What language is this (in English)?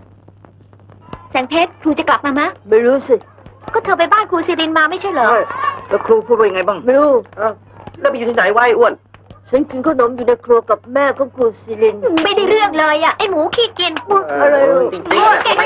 Thai